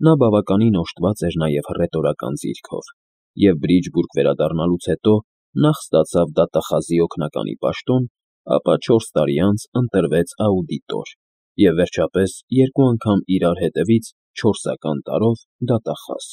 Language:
Armenian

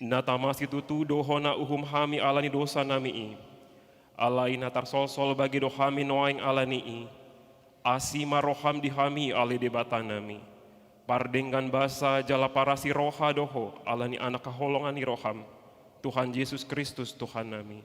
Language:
Batak Toba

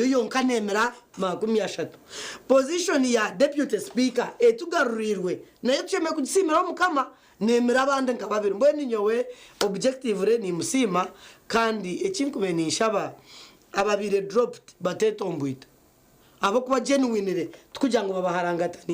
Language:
Nyankole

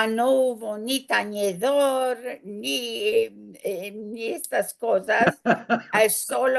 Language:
Ladino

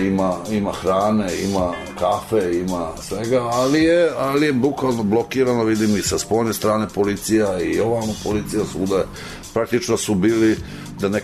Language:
Serbian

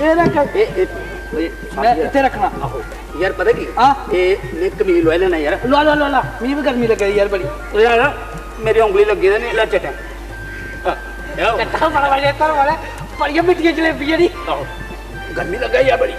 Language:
Dogri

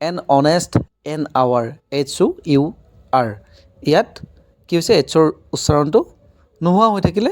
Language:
Assamese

